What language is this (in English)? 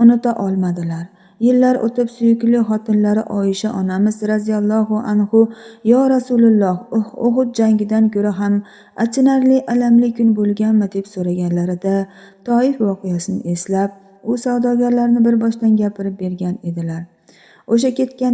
Uzbek